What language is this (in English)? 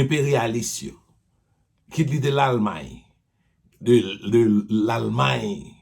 Haitian Creole